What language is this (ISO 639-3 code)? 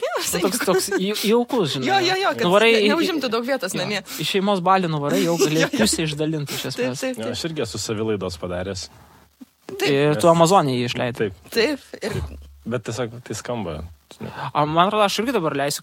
lit